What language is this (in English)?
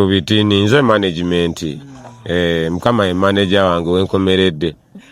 Ganda